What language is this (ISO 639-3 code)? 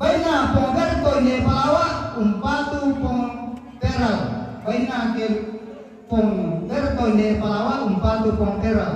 sda